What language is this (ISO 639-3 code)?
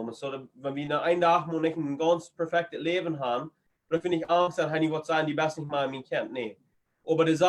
pdt